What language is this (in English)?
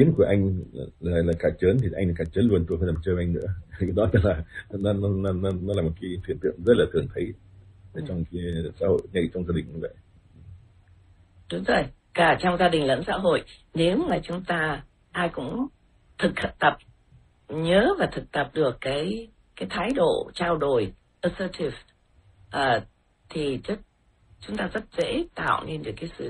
Vietnamese